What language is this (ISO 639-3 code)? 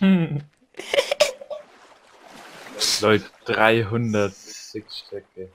bar